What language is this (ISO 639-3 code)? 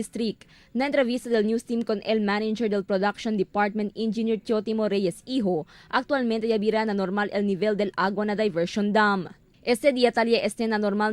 cbk